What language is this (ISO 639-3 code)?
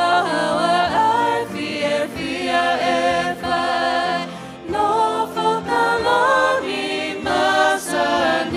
ton